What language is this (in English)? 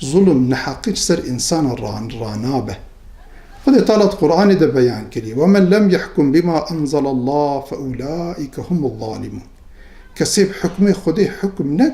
Kurdish